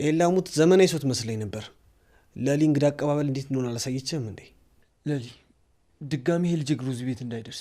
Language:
Amharic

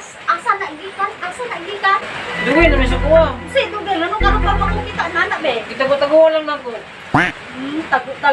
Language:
Cebuano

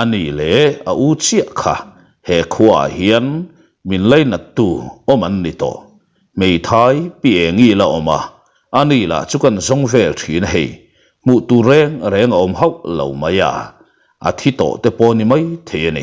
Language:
Mizo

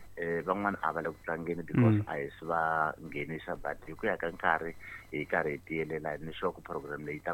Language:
Tsonga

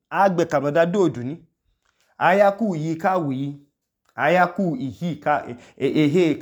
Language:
Idoma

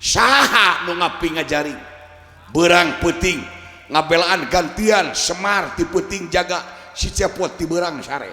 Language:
Sundanese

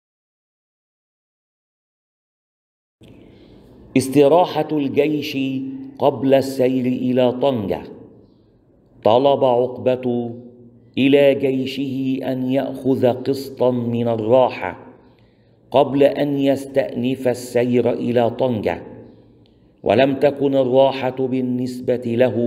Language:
Arabic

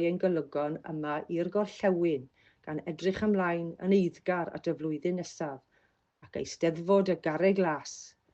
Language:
Welsh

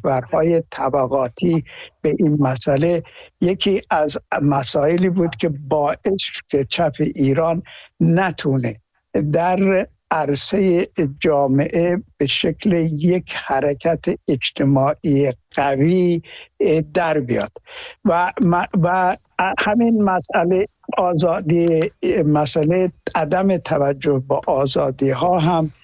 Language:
Persian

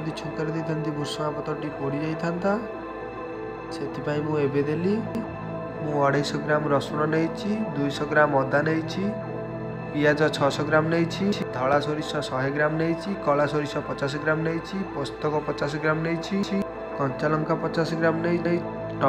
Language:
Odia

